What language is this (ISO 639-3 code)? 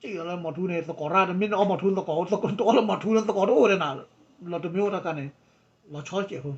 ksw